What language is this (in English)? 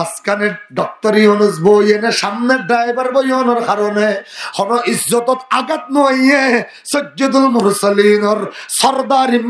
Rohingya